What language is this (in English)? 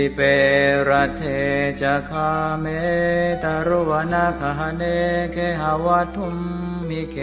Pali